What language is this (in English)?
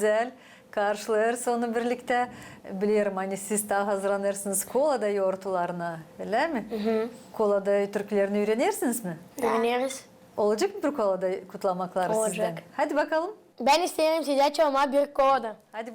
Gagauz